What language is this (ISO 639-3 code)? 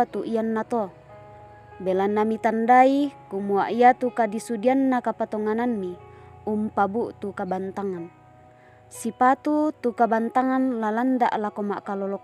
sda